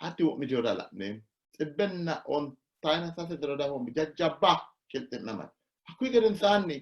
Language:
Sidamo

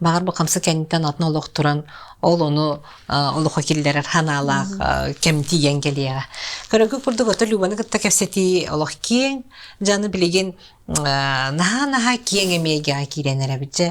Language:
Yakut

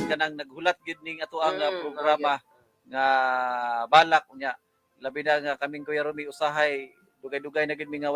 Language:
Cebuano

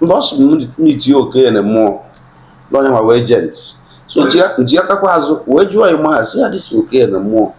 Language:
Igbo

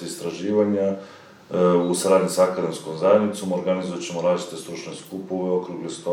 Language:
Serbian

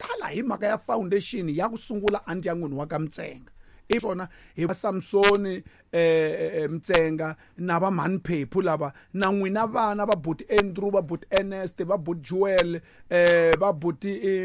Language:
Tsonga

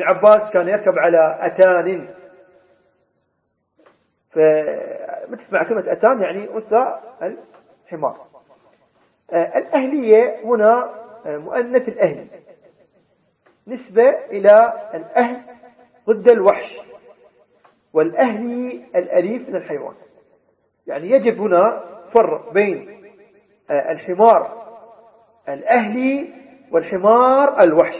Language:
Arabic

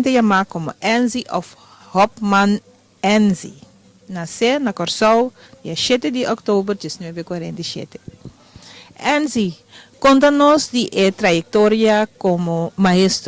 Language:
Papiamento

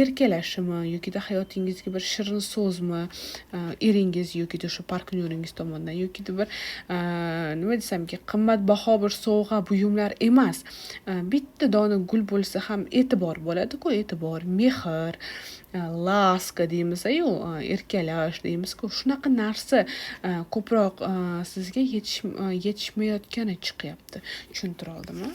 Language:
Uzbek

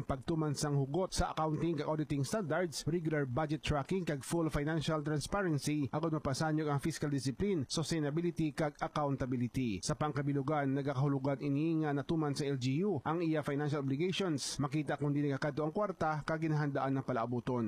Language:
Hiligaynon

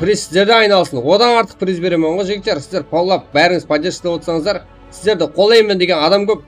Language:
Kara-Kalpak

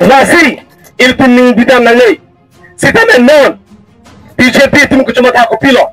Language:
Karbi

